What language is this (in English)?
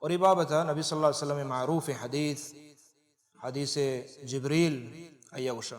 Baluchi